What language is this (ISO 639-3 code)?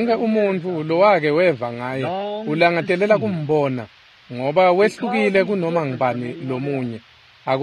ssw